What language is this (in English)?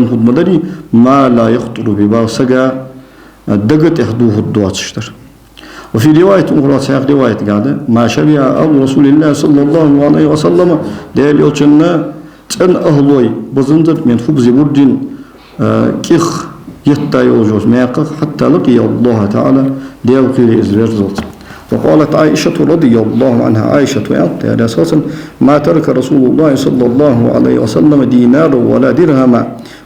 Ingush